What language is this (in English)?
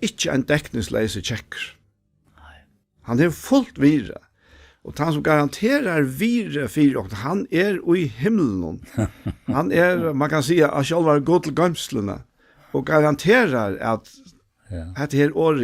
Faroese